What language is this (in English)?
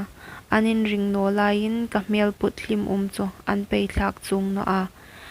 Hmar